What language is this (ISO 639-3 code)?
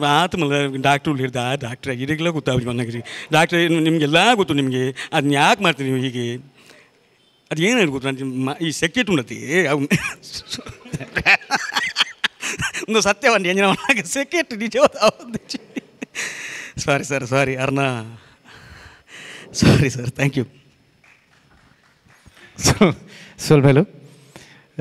kan